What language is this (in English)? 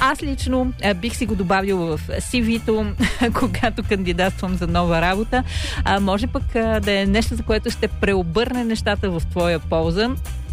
Bulgarian